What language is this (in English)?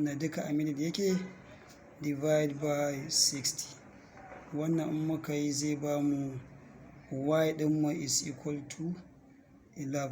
Hausa